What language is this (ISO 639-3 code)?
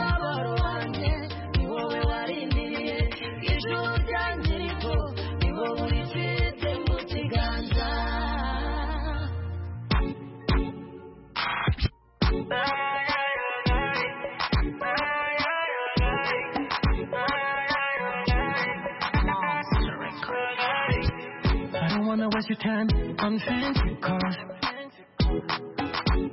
kin